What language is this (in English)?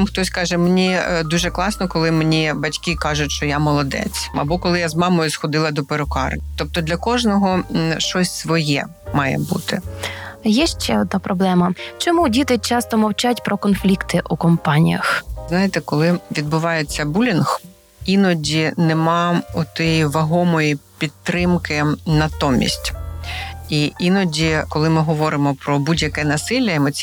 Ukrainian